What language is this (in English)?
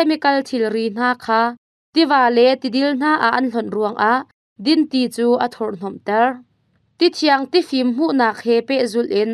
Hakha Chin